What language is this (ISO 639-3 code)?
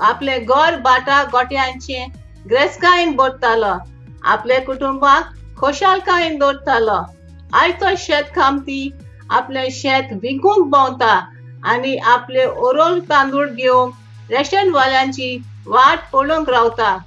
kok